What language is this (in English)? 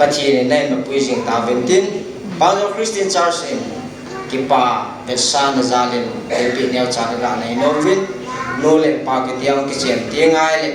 Paite Chin